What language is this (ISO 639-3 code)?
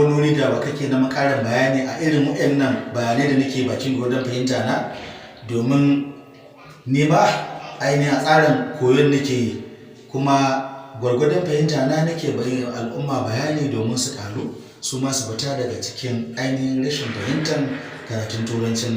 hau